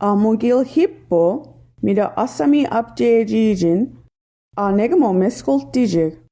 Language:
Mi'kmaw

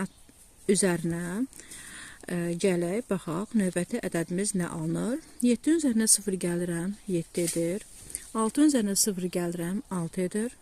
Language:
Azerbaijani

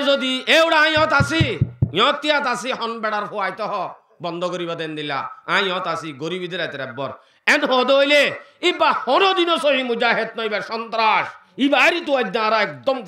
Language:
Rohingya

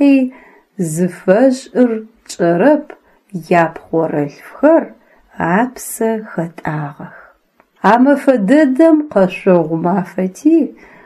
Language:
Adyghe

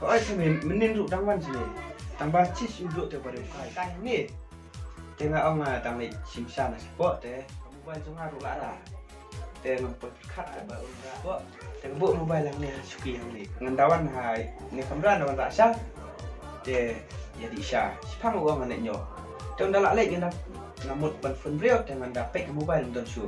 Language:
Khasi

